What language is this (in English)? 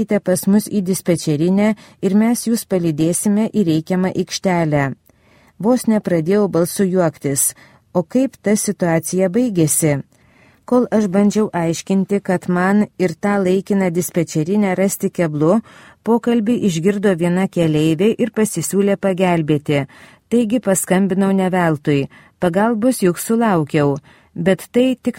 Lithuanian